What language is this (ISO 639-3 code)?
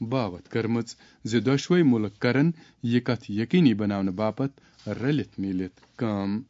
kas